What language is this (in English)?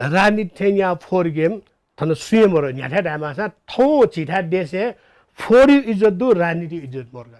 Newari